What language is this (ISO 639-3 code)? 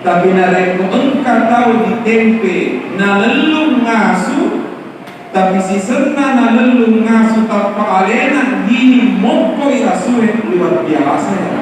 bug